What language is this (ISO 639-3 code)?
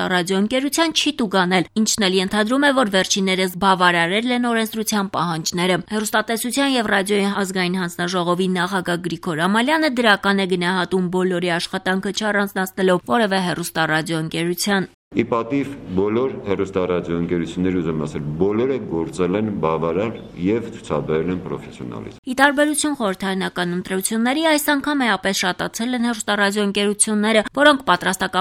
hye